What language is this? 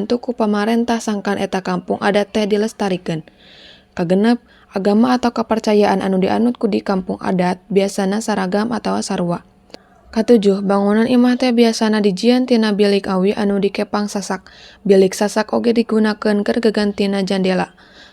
Sundanese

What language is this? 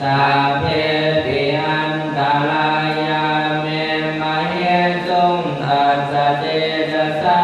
Pali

